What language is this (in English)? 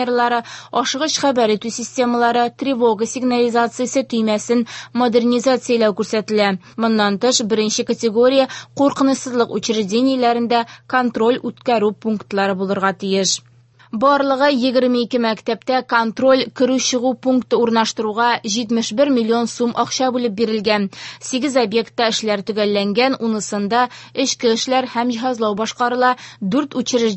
Tatar